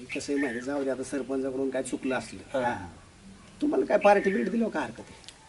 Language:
Marathi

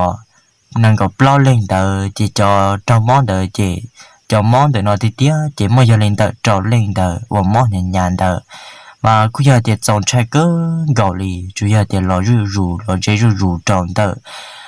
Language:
Hmong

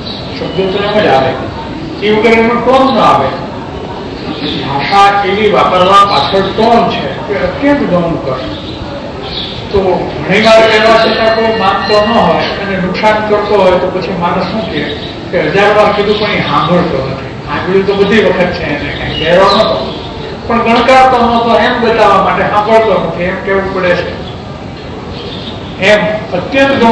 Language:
Gujarati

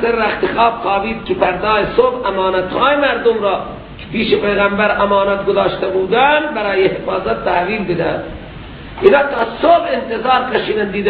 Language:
Persian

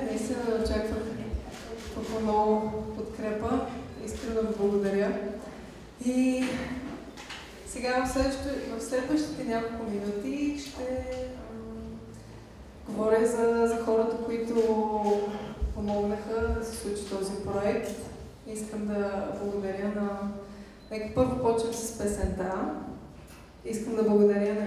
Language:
Bulgarian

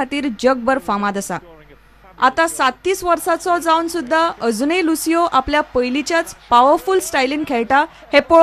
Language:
Konkani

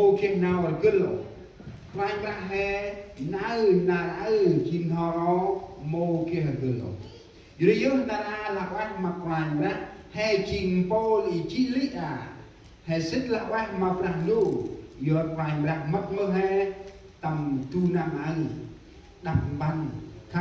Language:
Central Mnong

